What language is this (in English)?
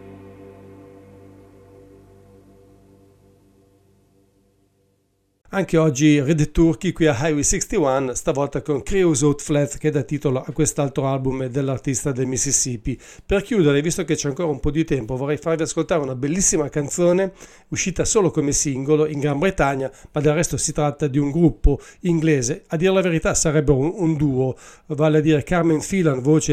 Italian